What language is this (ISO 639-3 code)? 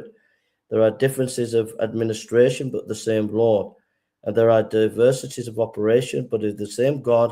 eng